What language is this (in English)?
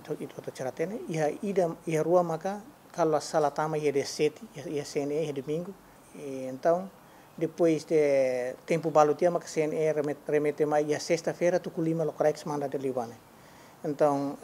Tetum